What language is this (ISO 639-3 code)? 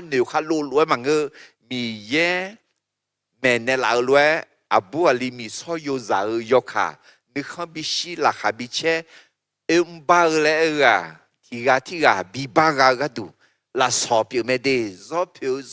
ahk